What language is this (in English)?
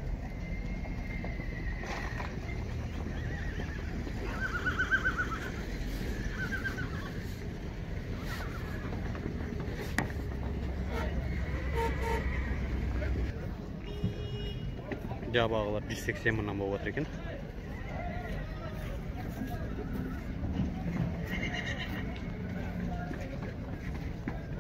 Kazakh